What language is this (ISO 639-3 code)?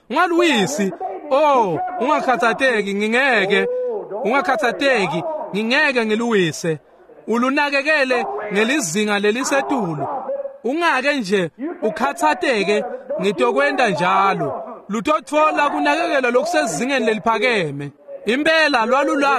ssw